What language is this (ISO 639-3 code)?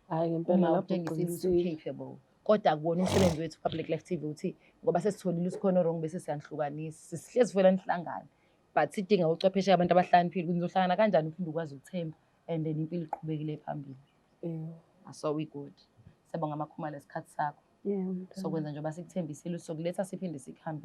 zul